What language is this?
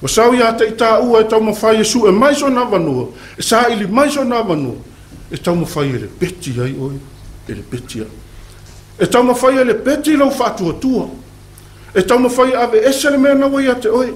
Samoan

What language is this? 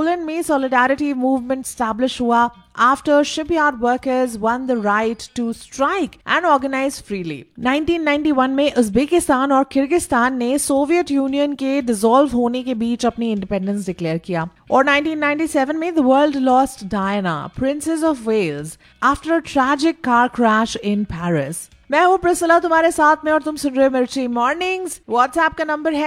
Hindi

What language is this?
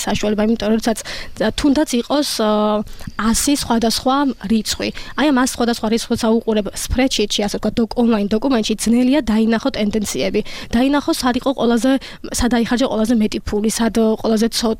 Georgian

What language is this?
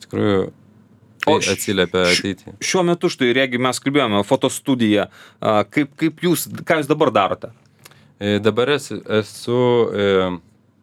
Lithuanian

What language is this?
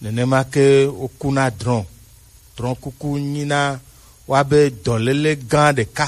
Gen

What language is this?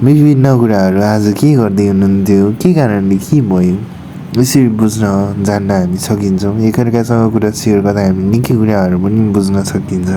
Nepali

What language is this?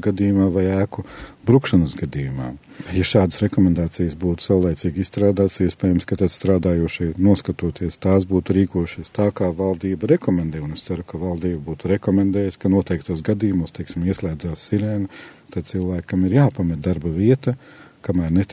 Latvian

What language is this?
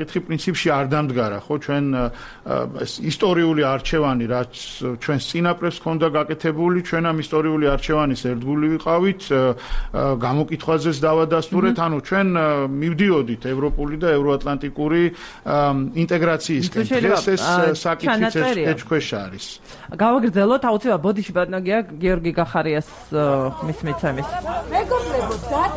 Georgian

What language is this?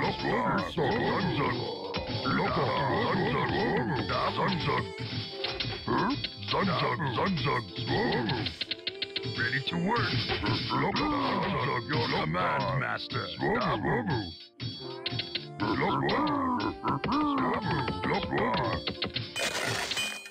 English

